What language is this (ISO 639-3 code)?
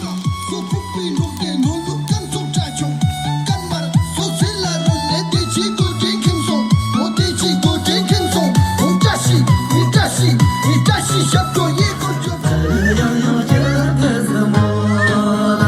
bod